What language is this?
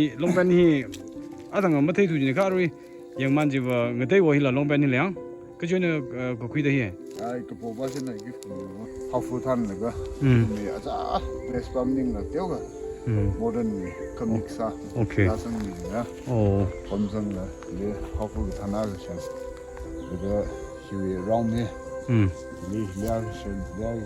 Tangkhul Naga (India)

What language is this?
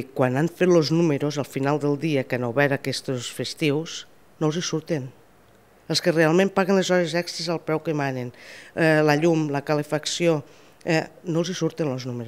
Catalan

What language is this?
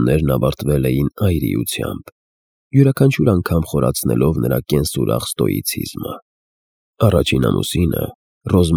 Armenian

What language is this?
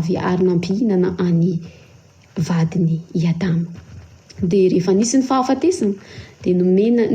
Malagasy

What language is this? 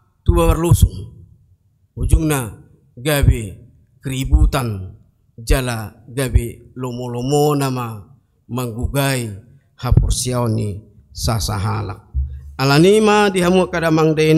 Batak Toba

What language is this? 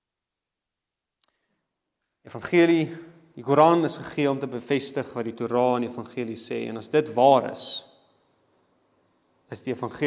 Afrikaans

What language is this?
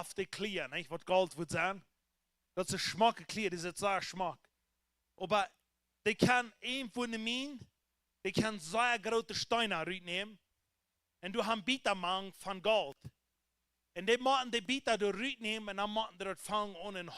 Plautdietsch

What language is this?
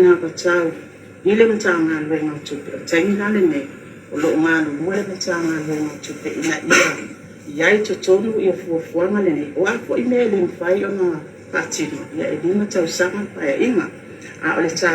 Samoan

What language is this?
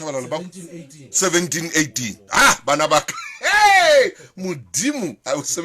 Southern Sotho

